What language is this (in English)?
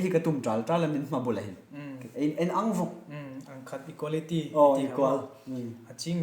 Hmar